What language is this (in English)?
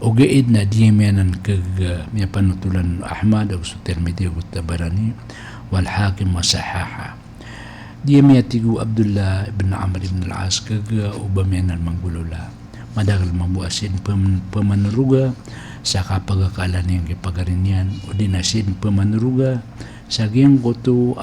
Maranao